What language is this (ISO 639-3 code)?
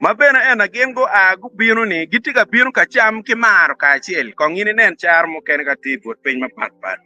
ach